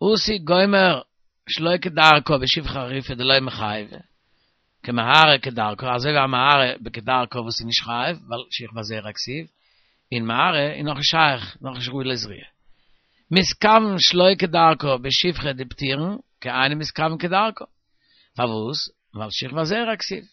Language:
Yiddish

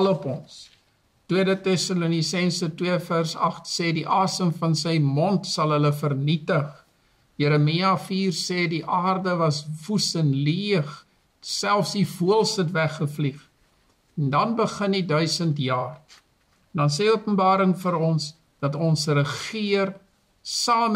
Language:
Afrikaans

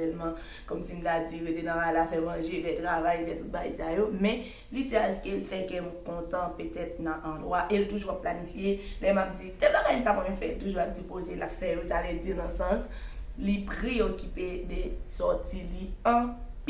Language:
Haitian Creole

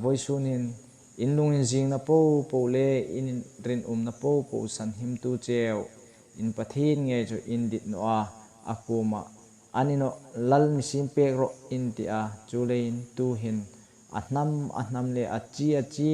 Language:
Hmar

